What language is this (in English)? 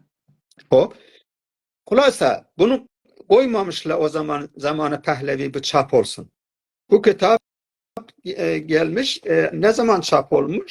South Azerbaijani